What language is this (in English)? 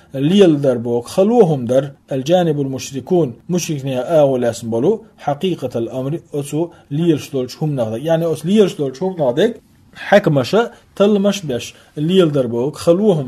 Chechen